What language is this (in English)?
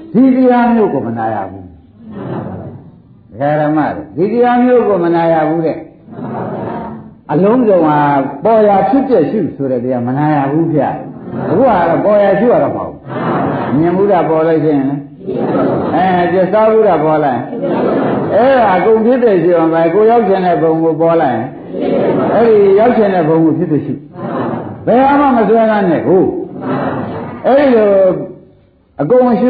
Burmese